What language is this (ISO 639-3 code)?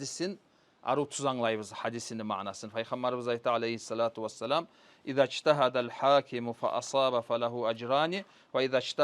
kum